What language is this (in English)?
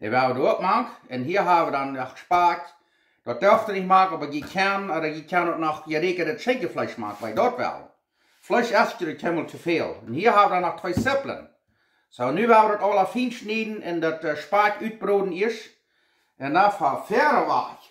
Plautdietsch